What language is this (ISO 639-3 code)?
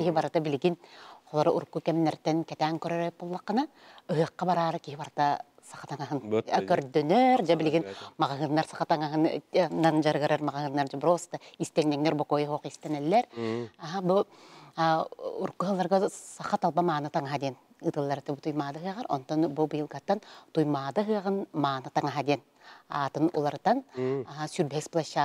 sah